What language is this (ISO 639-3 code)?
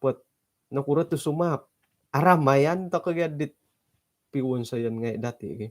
dtp